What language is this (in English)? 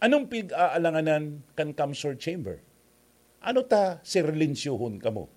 Bikol